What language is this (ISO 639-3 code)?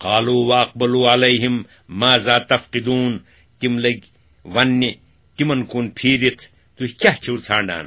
kas